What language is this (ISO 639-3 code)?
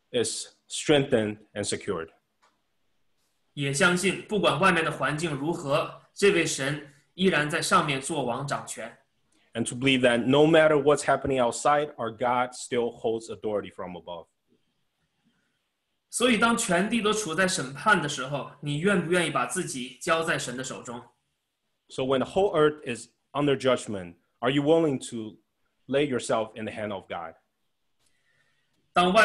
zho